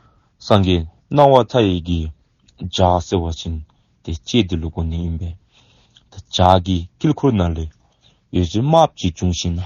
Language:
Dzongkha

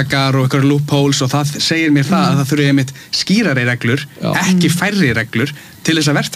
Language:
Icelandic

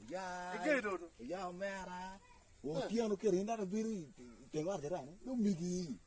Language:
Acoli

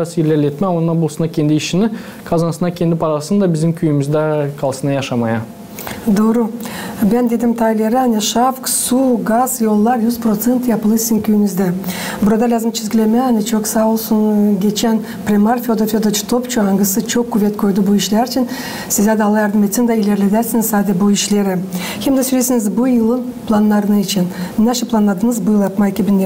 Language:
Gagauz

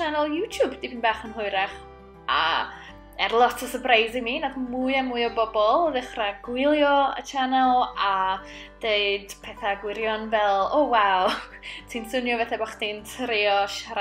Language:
Welsh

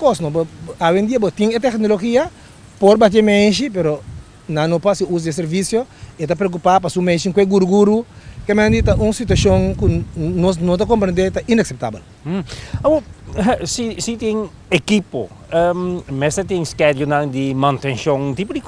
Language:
Papiamento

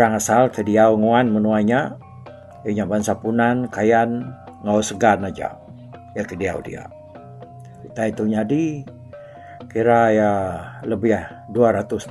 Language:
Iban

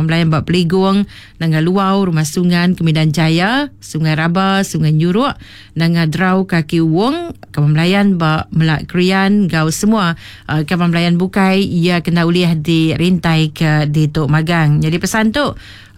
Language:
Iban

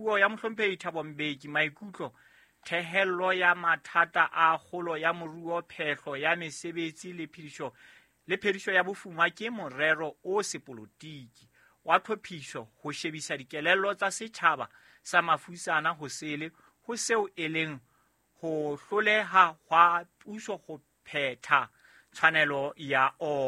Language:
Southern Sotho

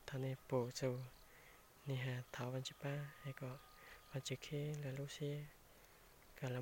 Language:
Hmong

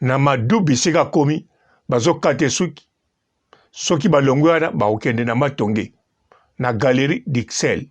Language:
Lingala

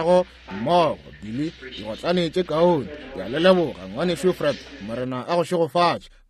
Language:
Northern Sotho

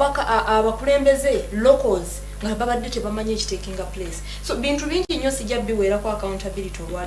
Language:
Ganda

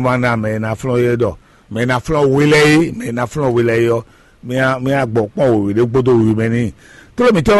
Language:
Fon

